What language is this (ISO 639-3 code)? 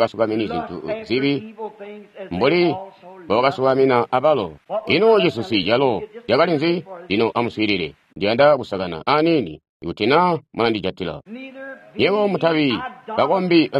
toi